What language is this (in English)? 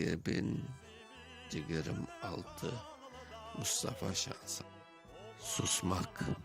Crimean Tatar